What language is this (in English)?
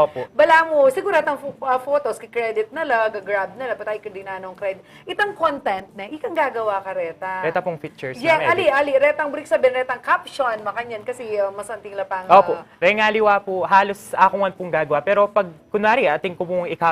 Pampanga